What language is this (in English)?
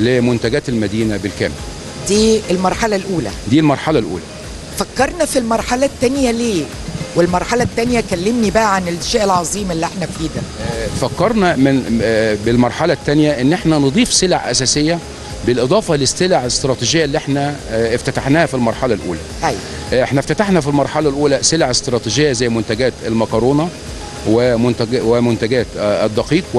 Egyptian Arabic